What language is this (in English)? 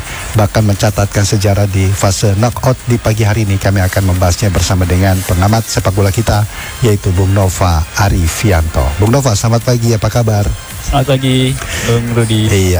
Indonesian